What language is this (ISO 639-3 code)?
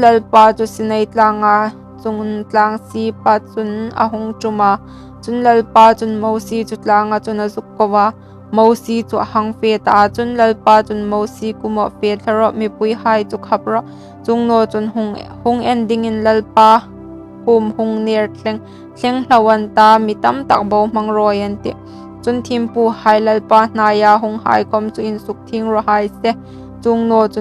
hmr